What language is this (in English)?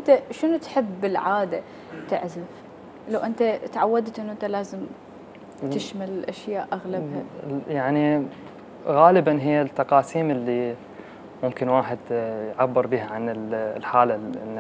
Mesopotamian Arabic